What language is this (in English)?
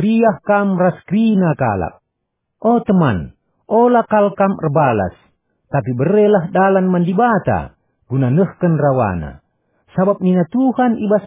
Batak Karo